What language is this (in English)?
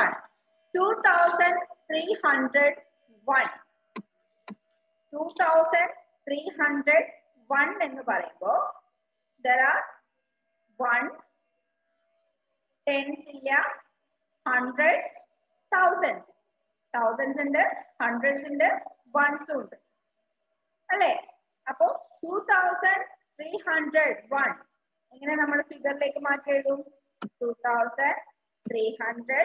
Malayalam